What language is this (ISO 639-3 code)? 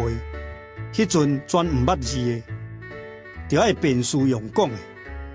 nan